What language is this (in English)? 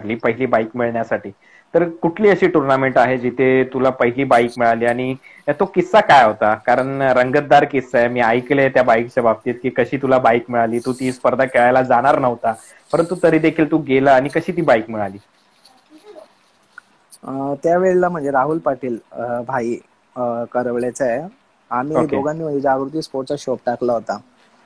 Marathi